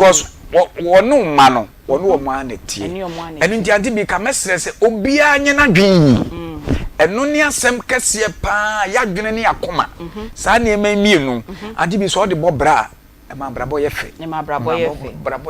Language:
Akan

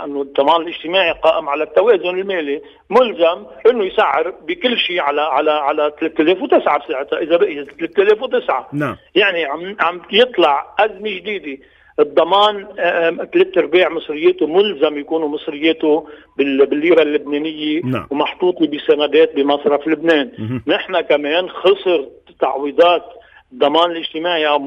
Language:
North Levantine Arabic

